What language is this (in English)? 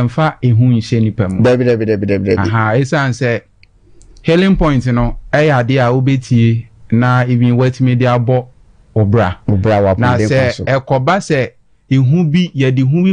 Akan